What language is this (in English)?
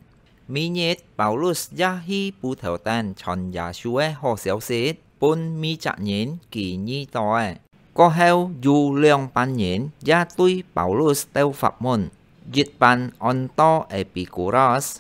Hakka Chinese